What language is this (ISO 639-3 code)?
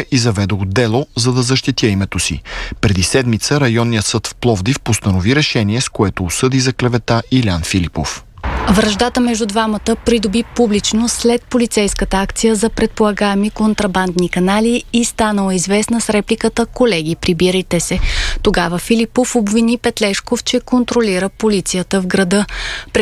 bul